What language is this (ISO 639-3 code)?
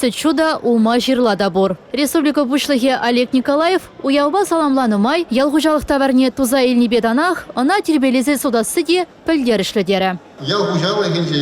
chv